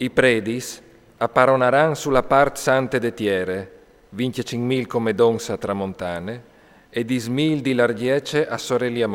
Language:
Friulian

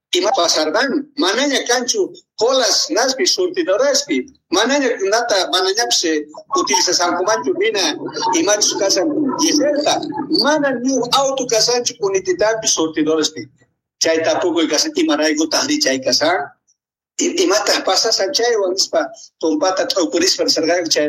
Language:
South Bolivian Quechua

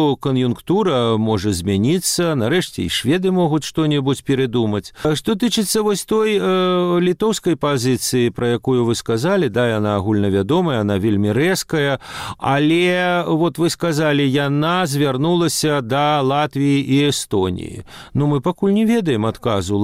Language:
Belarusian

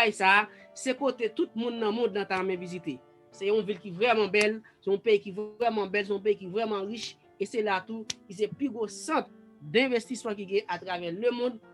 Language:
Haitian Creole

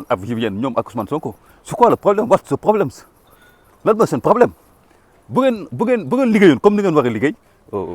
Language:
Wolof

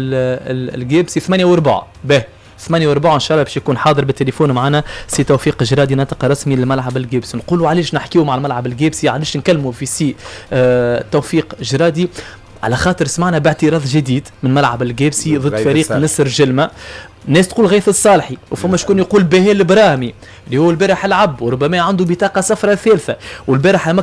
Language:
Tunisian Arabic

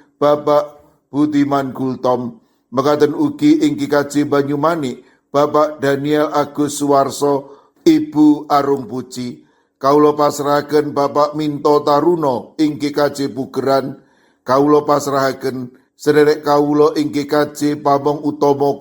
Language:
Javanese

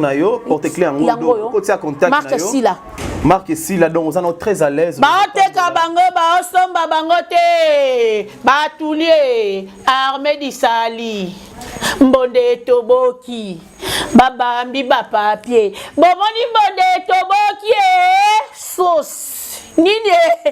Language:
Lingala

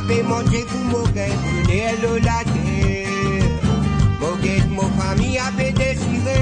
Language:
Morisyen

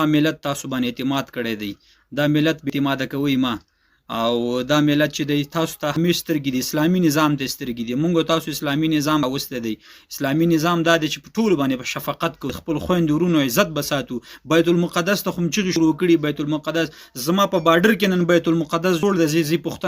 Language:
Pashto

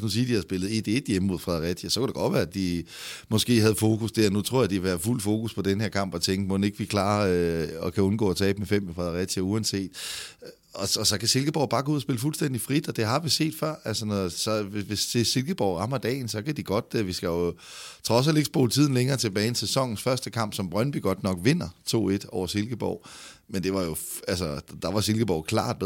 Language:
Danish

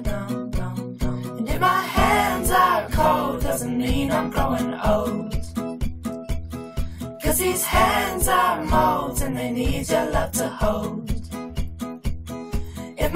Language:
English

